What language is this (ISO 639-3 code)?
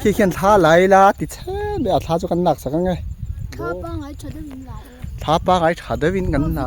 lus